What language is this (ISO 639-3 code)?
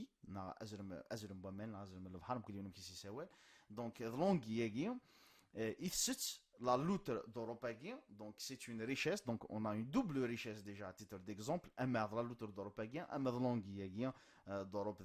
kab